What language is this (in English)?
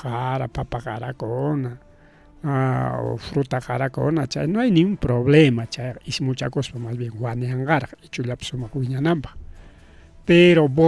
Ayacucho Quechua